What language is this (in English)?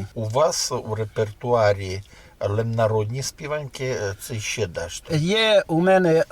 Rusyn